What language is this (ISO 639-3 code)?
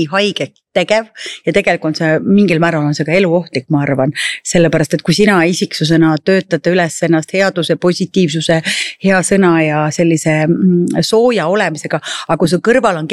est